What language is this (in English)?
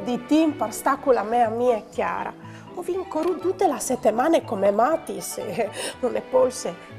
Friulian